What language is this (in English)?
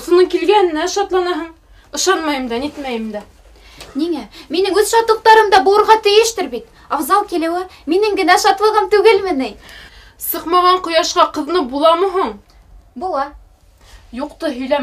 Bashkir